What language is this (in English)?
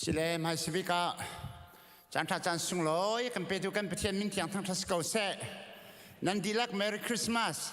Hakha Chin